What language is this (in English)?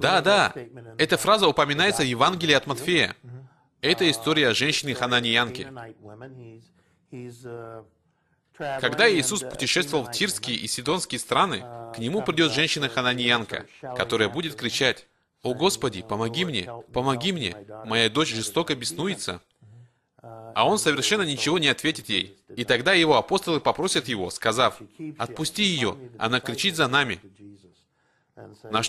Russian